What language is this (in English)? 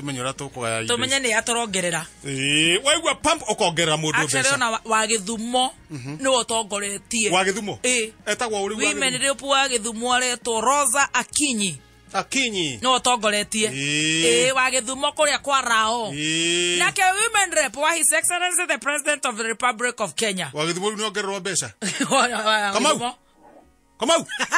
Kikuyu